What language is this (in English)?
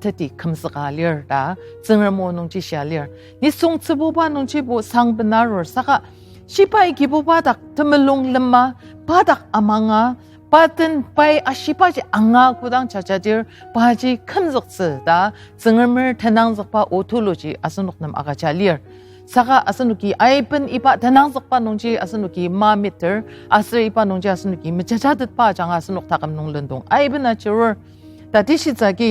Ao Naga